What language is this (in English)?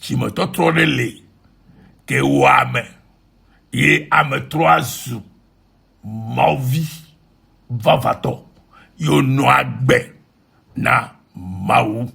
Ewe